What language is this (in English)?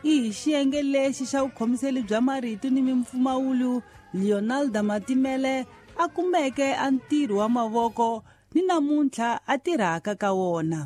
Tsonga